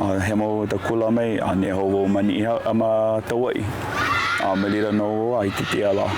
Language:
Hawaiian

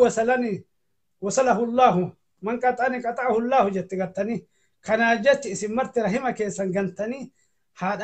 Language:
Oromo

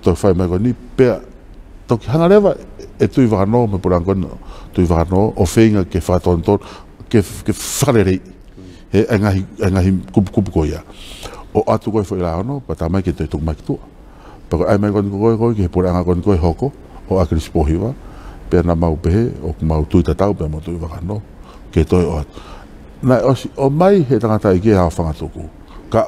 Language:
Tongan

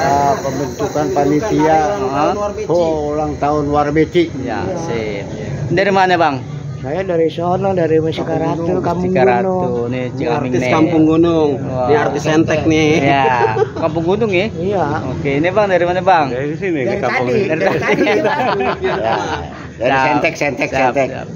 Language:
Betawi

